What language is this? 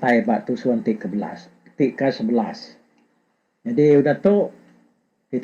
Iban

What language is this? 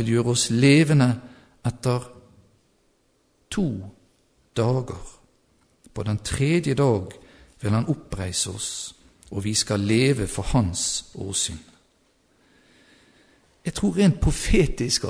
Norwegian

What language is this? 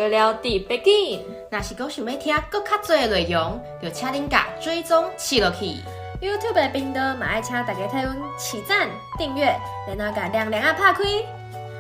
Min Nan Chinese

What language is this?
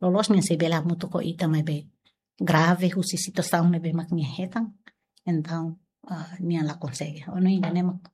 Tetum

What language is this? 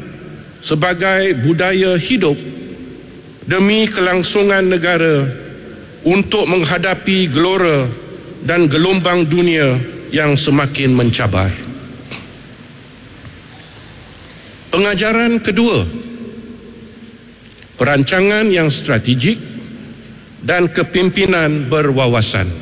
Malay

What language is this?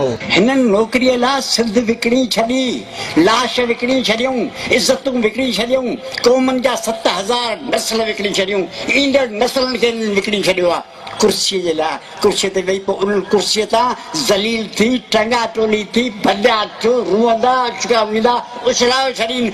Sindhi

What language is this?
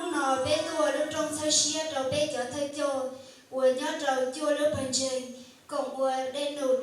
Hmong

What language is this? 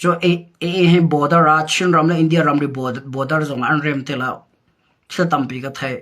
Hakha Chin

